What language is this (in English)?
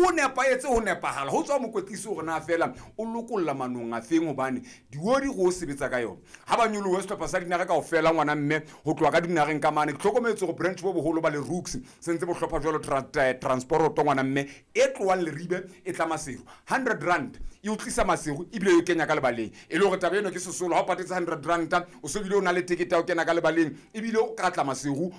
Southern Sotho